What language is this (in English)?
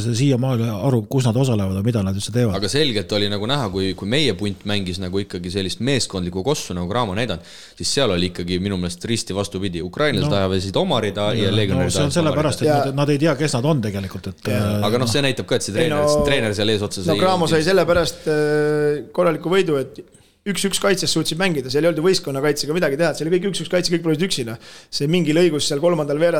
Estonian